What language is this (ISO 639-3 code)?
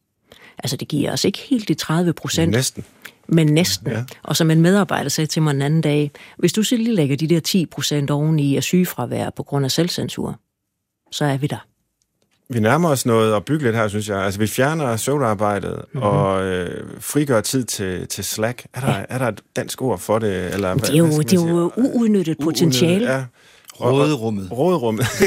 dan